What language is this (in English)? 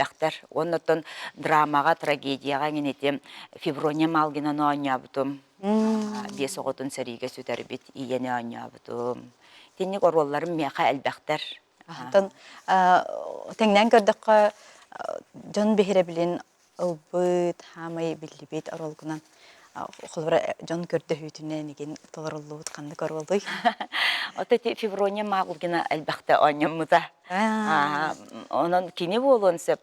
Yakut